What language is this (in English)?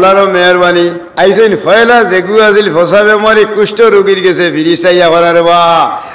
Sylheti